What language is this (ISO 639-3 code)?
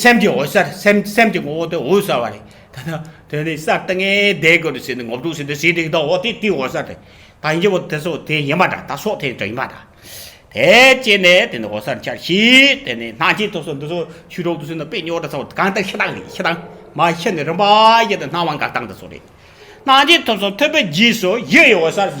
bod